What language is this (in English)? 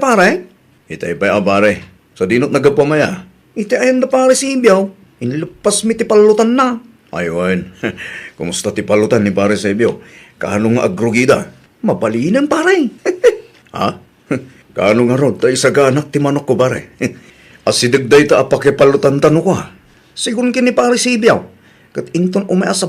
Iloko